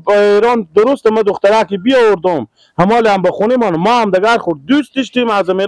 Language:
Persian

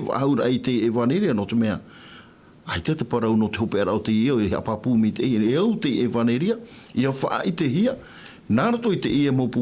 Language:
Tahitian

